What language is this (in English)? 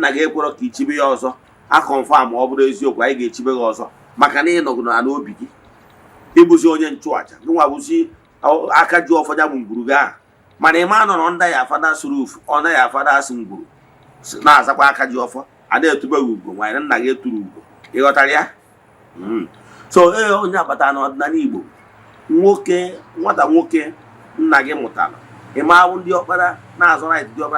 Igbo